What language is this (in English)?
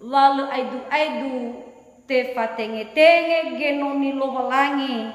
Nias